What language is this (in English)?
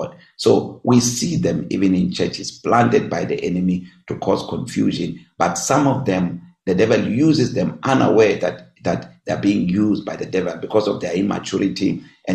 English